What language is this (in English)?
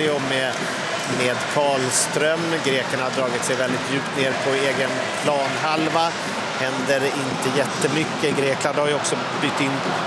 Swedish